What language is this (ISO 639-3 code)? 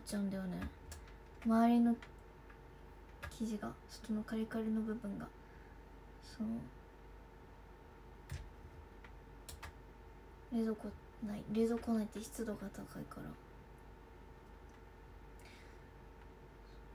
jpn